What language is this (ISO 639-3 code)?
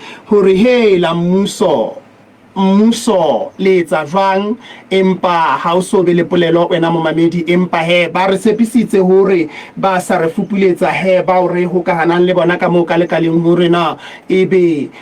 sot